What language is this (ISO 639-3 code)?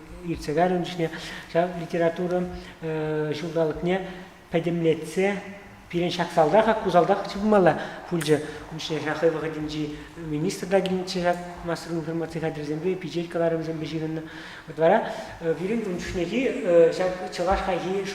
chv